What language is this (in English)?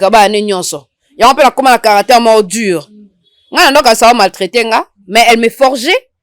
Lingala